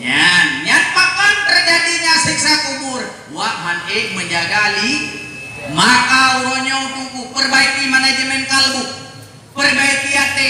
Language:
Achinese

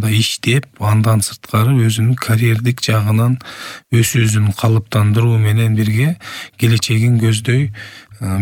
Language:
Kyrgyz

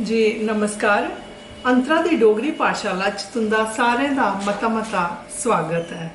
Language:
Dogri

